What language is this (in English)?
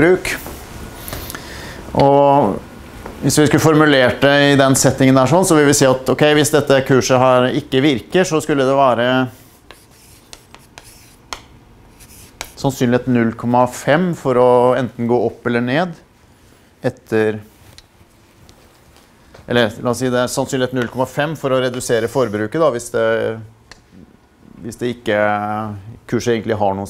Norwegian